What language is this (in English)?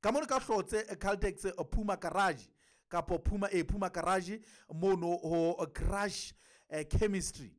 Southern Sotho